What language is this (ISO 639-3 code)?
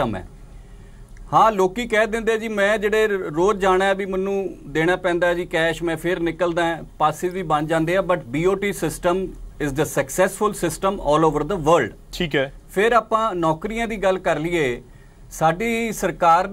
pan